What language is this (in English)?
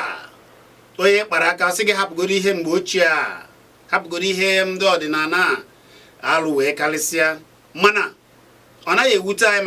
Igbo